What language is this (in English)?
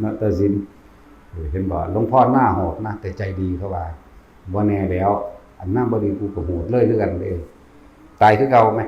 Northeastern Thai